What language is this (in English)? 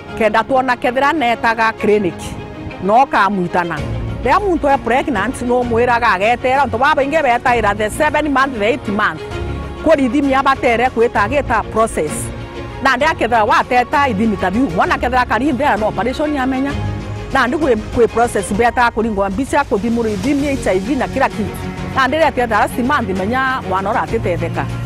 Meru